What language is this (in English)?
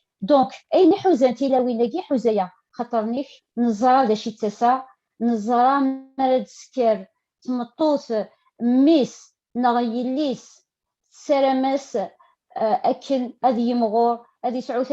Kabyle